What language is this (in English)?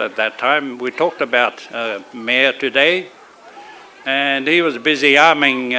Māori